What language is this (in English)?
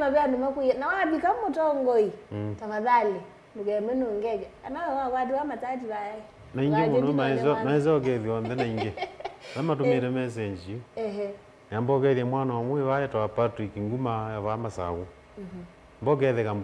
Kamba